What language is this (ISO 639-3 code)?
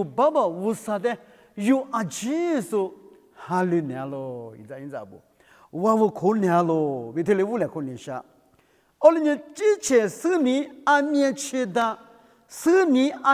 lis